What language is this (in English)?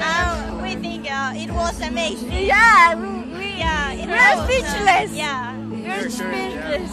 Macedonian